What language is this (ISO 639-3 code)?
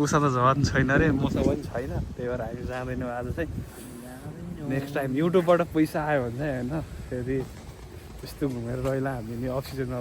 nep